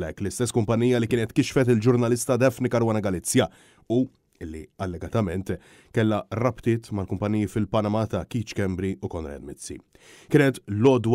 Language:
Maltese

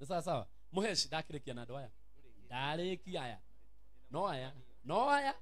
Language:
Kikuyu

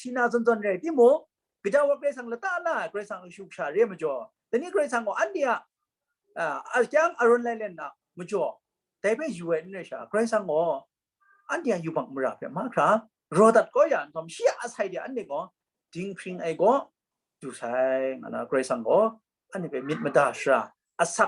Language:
Kachin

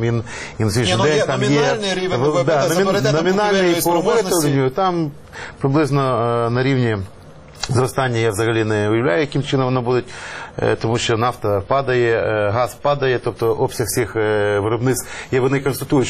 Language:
Ukrainian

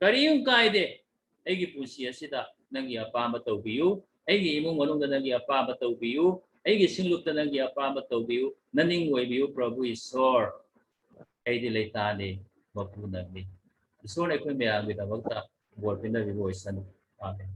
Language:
Manipuri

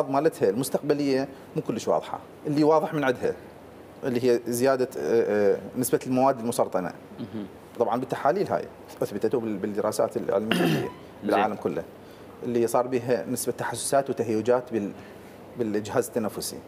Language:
Mesopotamian Arabic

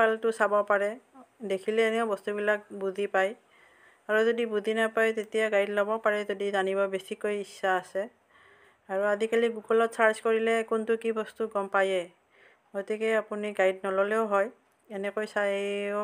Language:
Assamese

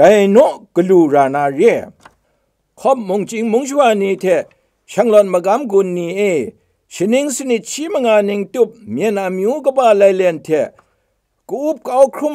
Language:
Kachin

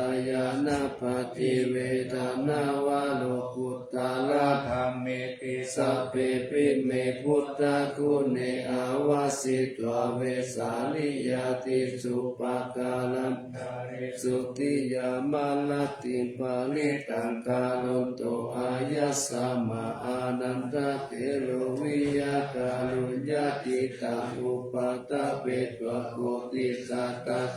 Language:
Pali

